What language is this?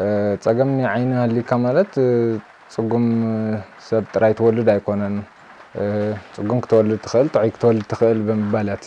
Tigrinya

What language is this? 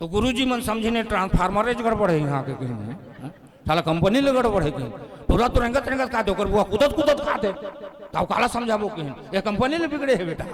Chhattisgarhi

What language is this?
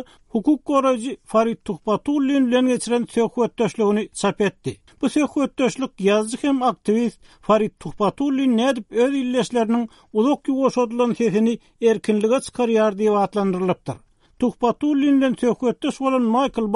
Turkmen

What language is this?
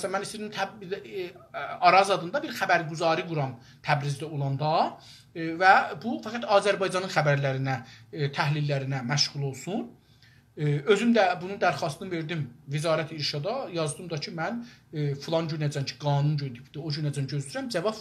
South Azerbaijani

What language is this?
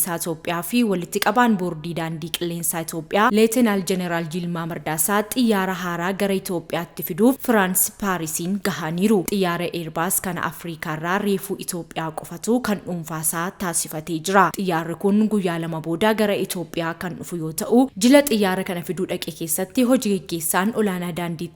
Oromo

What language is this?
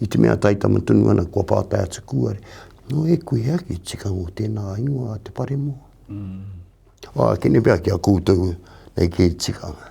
Māori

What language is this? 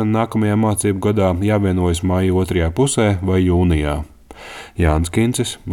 Latvian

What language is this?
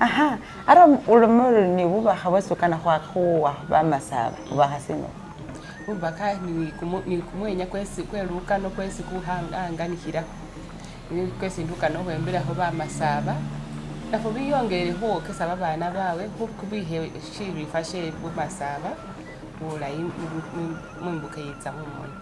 Masaaba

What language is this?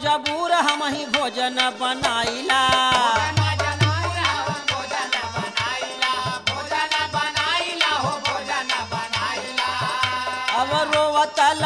Bhojpuri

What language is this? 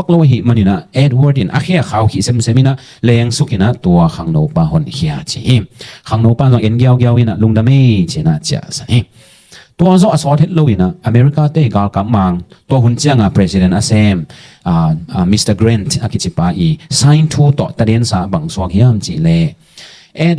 Tedim Chin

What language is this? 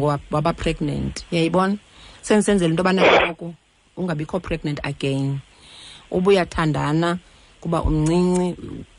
Xhosa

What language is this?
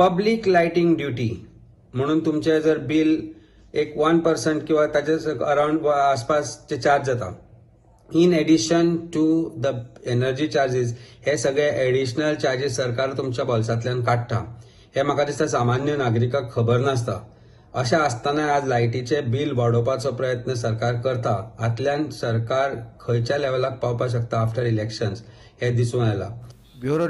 Konkani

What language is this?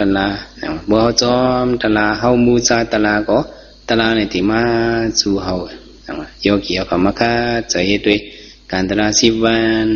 Shan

